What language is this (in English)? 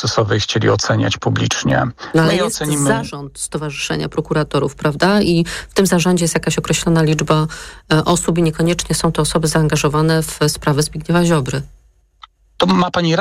Polish